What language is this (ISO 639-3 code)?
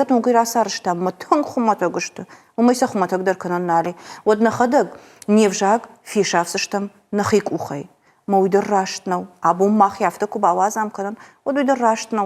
oss